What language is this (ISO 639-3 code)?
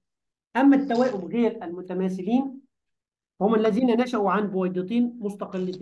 ara